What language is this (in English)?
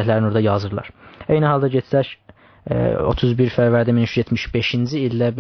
South Azerbaijani